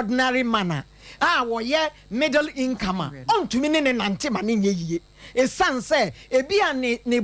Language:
Akan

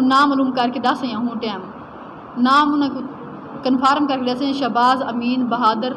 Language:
Saraiki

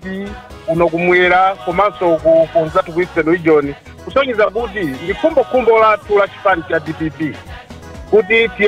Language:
Nyanja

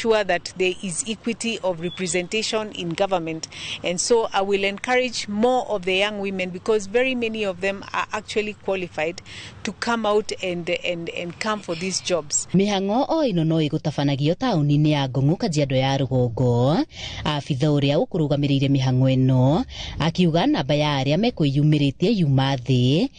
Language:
Kikuyu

